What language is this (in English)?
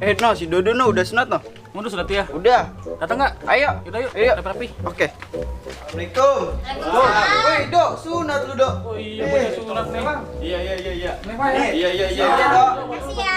Betawi